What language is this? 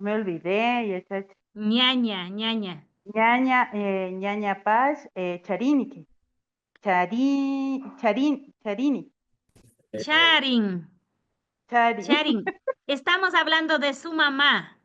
Imbabura Highland Quichua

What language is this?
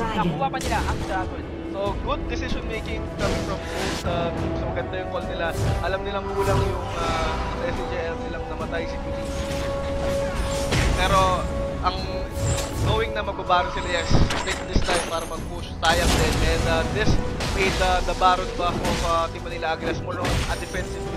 Filipino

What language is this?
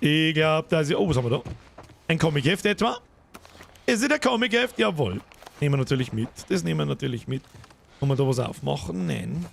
Bavarian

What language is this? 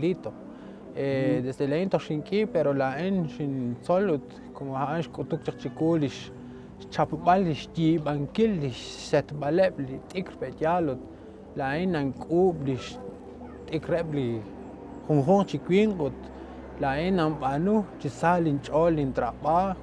Kekchí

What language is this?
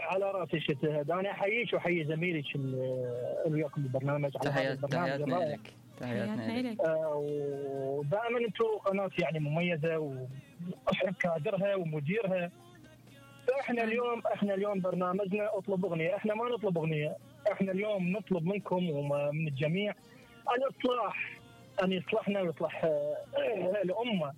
Mesopotamian Arabic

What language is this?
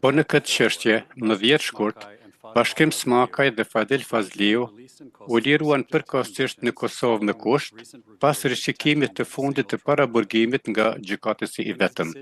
Albanian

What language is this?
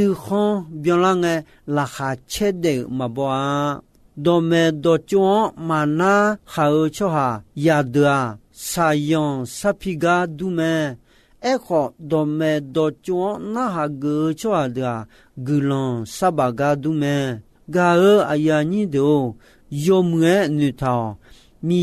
Akha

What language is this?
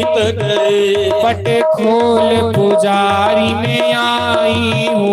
Dogri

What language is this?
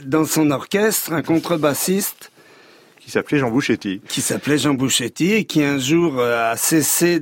French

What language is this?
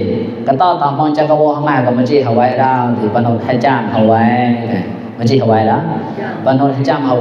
Mon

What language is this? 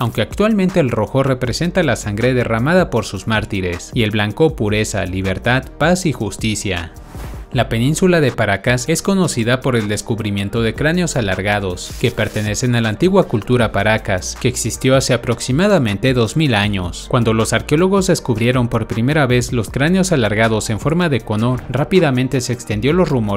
Spanish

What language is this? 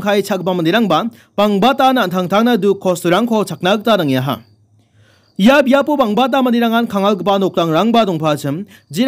Garo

